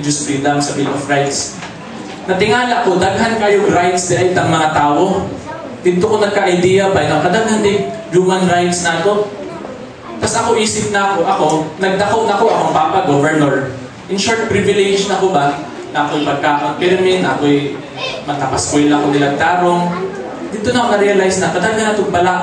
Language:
Cebuano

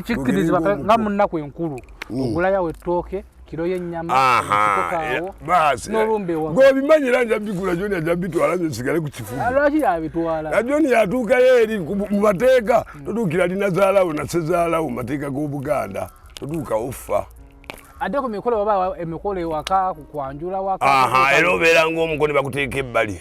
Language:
Ganda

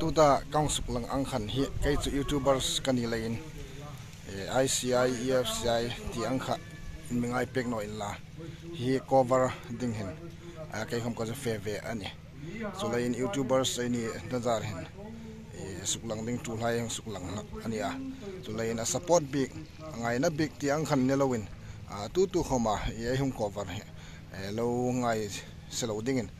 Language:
Hmar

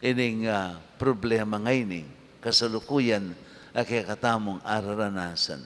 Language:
Pampanga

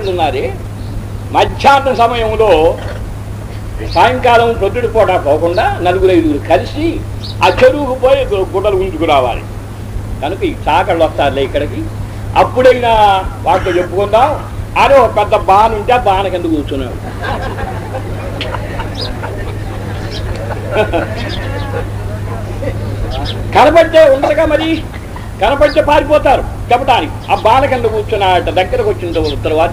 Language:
Telugu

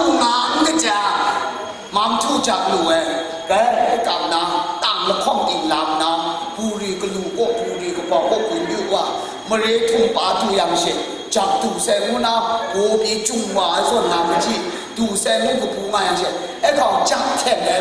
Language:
Kachin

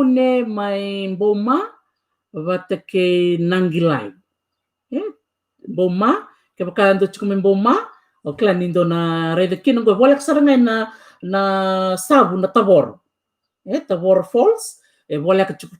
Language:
Fijian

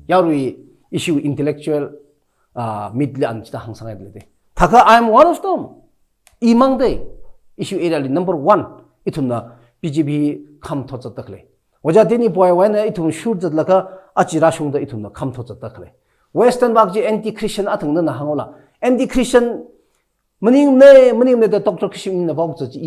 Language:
Tangkhul Naga (India)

